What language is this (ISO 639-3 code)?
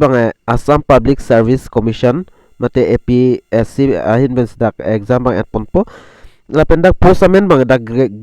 mjw